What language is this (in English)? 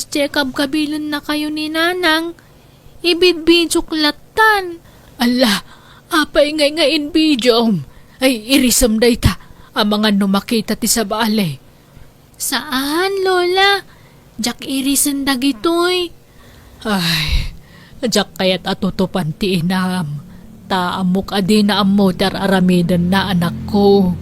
Iloko